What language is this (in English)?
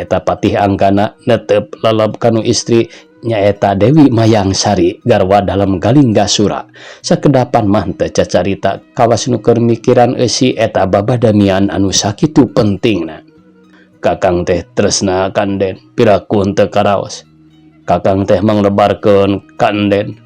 Sundanese